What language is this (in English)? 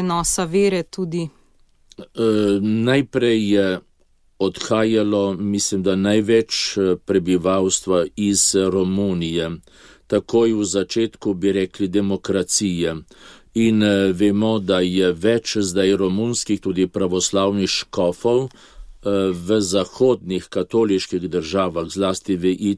Slovenian